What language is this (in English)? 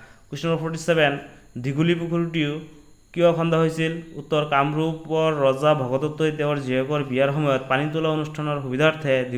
Assamese